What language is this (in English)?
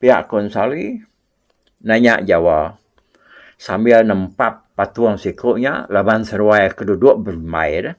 Iban